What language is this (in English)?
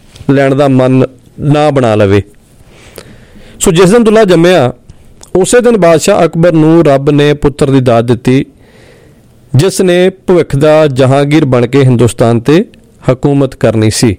Punjabi